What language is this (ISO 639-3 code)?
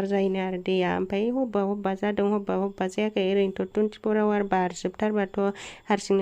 brx